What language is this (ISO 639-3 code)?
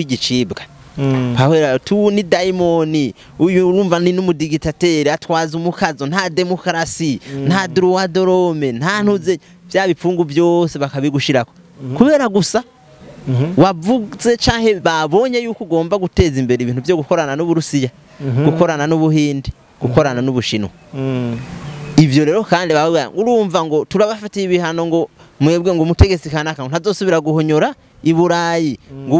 run